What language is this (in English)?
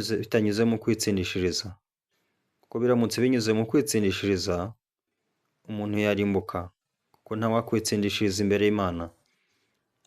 Kinyarwanda